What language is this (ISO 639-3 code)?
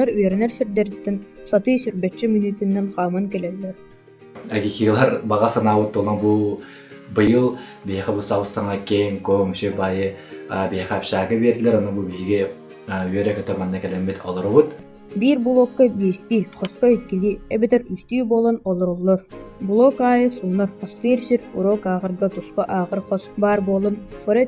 sah